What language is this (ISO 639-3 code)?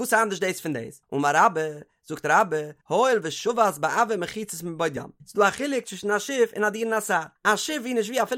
yid